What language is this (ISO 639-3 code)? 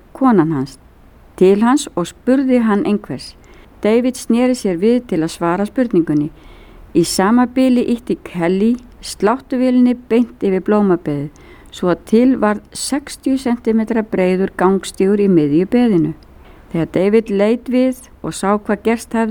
isl